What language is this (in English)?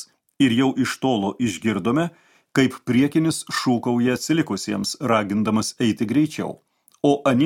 Lithuanian